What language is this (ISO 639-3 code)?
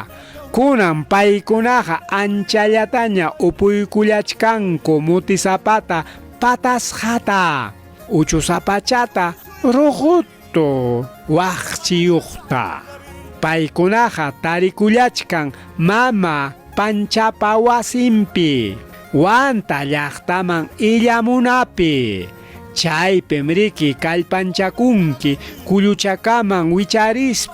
quy